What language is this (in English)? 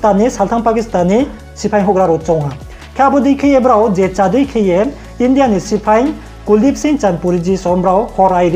Riang (India)